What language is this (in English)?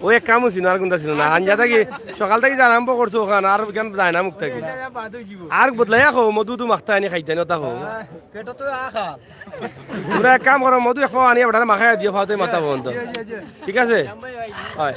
Sylheti